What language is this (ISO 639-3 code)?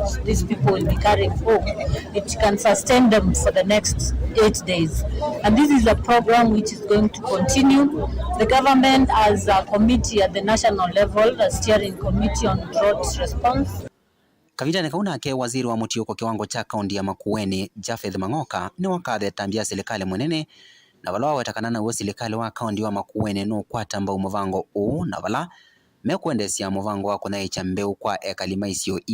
kam